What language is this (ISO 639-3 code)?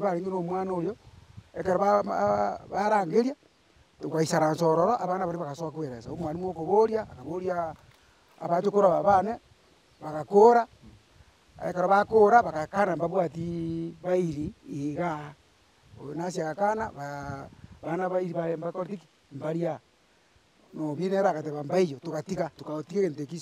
guz